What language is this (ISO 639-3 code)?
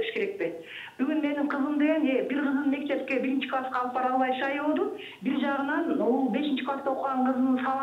kir